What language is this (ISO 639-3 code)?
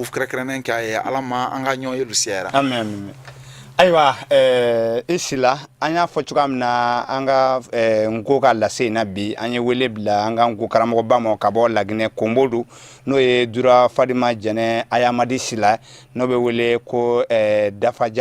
bam